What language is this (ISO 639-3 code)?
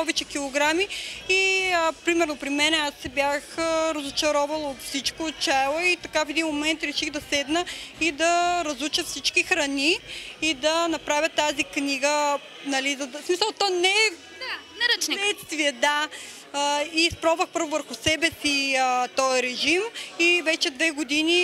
bul